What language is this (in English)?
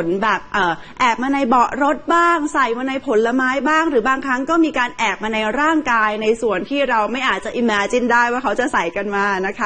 Thai